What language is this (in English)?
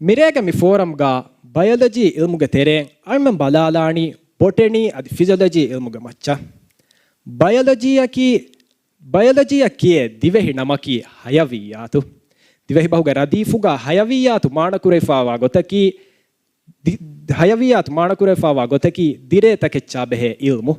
Divehi